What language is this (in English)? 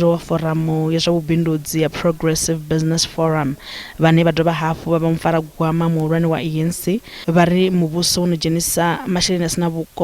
Venda